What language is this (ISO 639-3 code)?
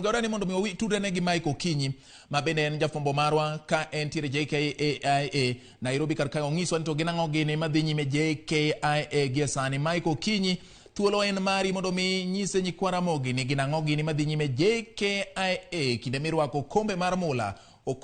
luo